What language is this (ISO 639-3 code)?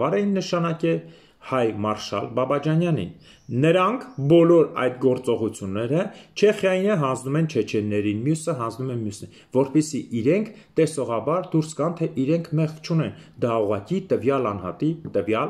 hye